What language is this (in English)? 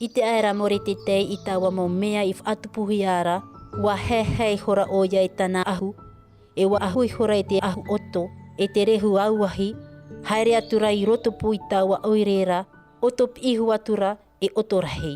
Tahitian